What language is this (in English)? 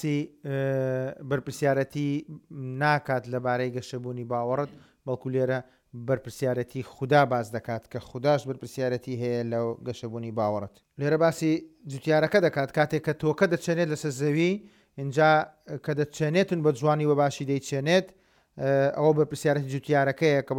Central Kurdish